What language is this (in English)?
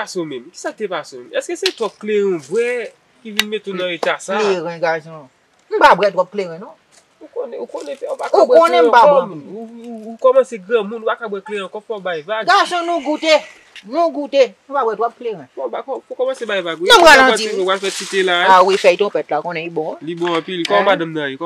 Haitian Creole